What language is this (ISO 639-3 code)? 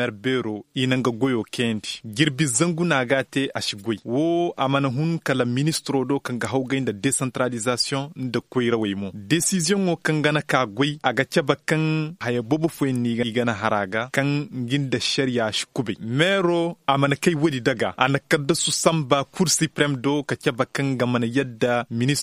ses